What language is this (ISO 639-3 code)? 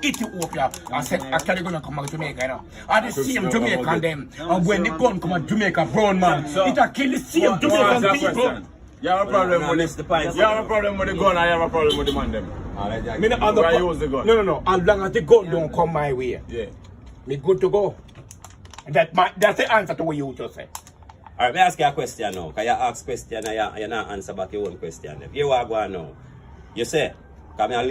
jam